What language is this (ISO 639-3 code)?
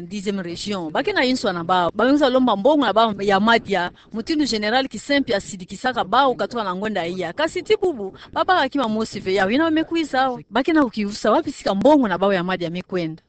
ktu